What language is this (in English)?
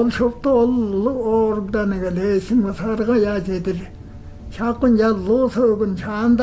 Tuvinian